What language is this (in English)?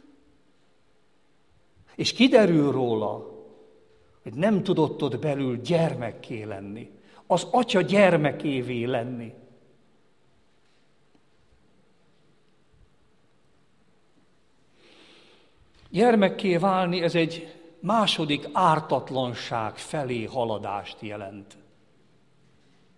Hungarian